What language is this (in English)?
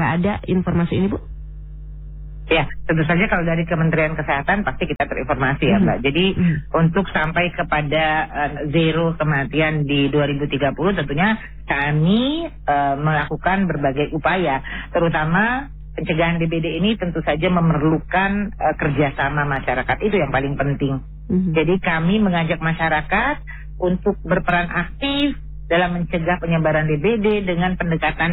Indonesian